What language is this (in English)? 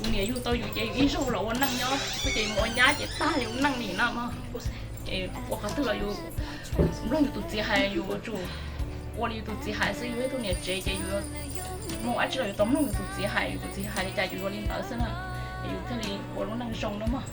Hmong